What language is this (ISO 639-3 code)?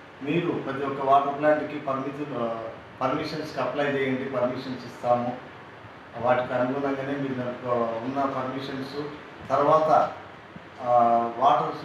tel